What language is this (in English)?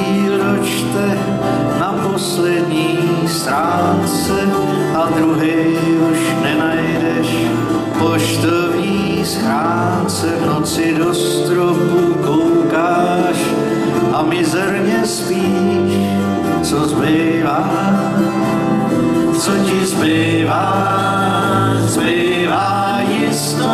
Czech